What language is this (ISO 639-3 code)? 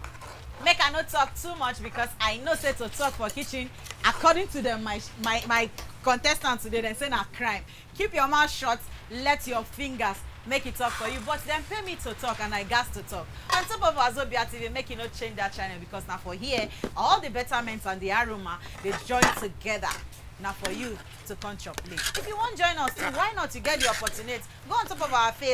pcm